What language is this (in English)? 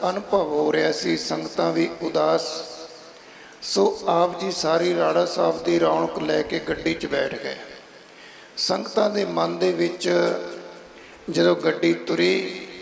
Punjabi